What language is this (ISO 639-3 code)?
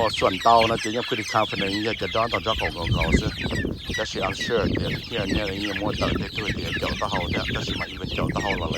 hmn